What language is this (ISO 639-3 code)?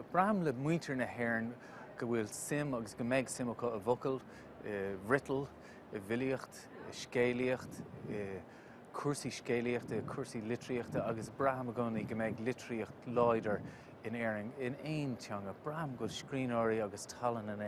gle